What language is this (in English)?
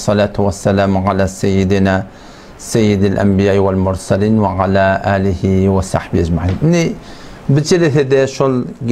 Turkmen